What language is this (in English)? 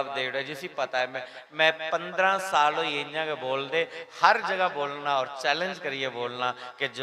Dogri